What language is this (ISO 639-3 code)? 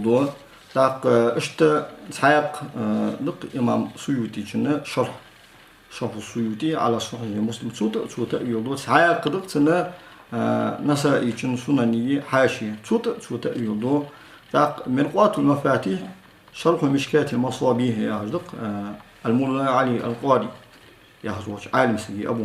inh